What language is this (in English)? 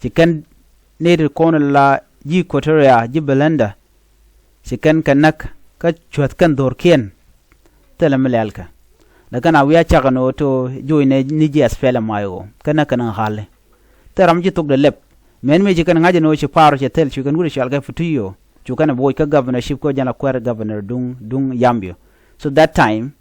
Nuer